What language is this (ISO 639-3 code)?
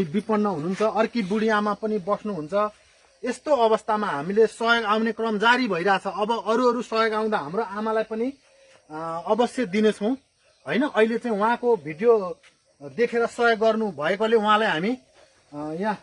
nep